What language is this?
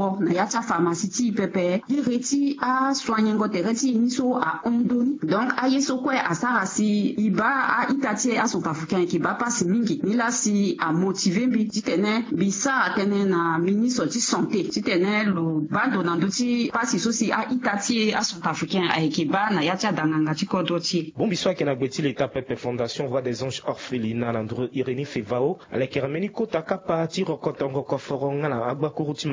Sango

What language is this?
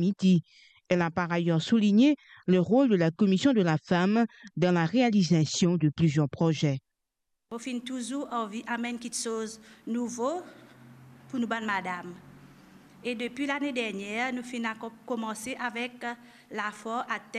Morisyen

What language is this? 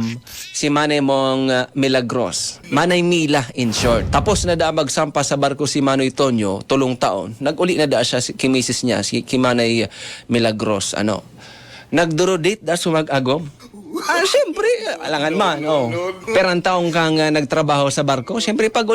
Bikol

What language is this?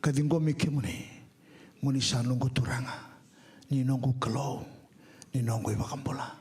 Fijian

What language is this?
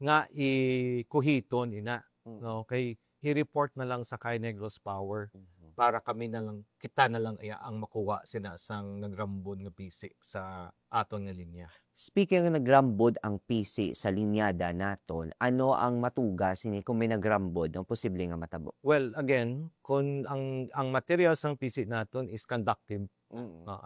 Hiligaynon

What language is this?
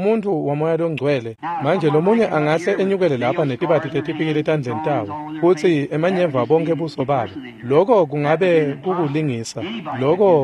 Swati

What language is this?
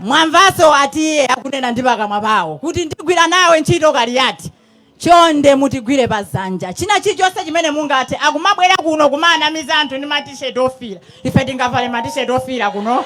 Nyanja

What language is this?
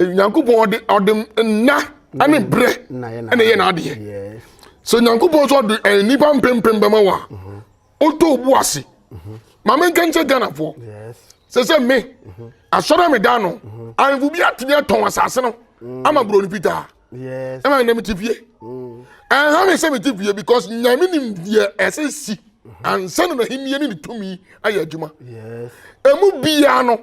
Akan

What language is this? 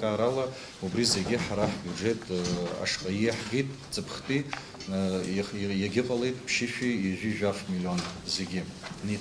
Abkhazian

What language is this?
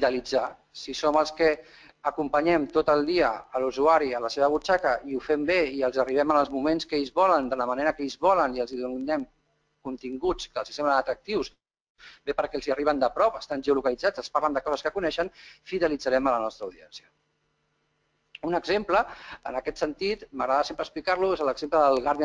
Catalan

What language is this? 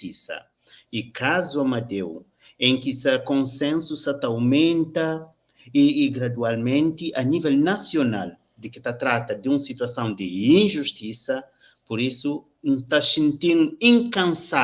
Kabuverdianu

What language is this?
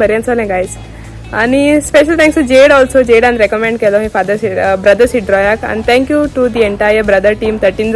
Konkani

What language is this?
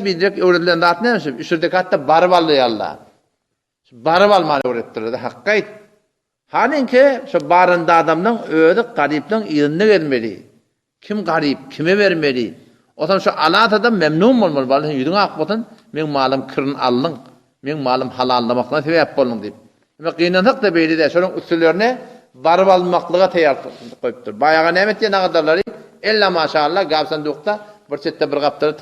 Turkmen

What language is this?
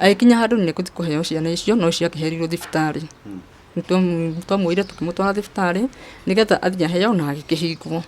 Kikuyu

